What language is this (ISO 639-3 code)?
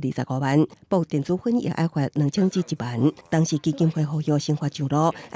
nan